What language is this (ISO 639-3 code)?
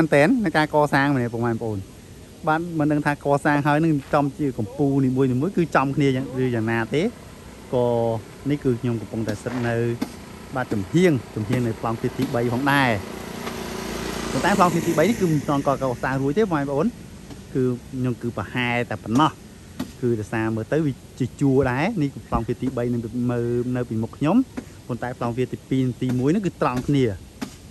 khm